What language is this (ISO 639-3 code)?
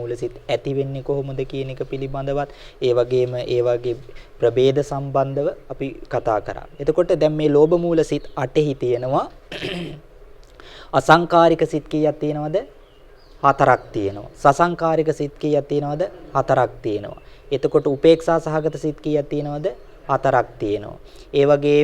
sin